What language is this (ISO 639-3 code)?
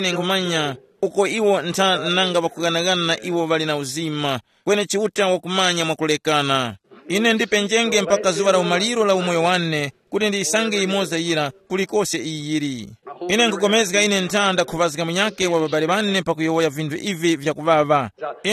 tum